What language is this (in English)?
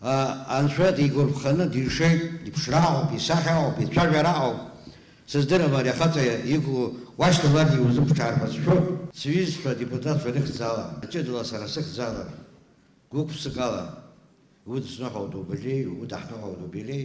Abkhazian